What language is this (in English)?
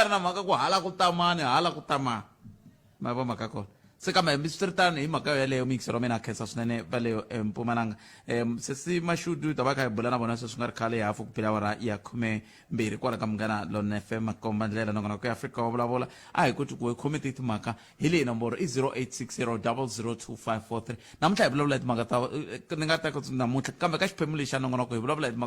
Tsonga